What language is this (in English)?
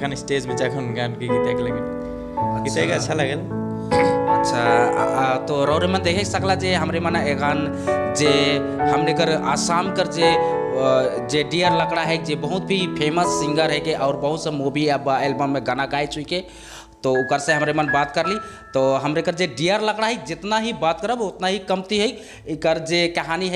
Sadri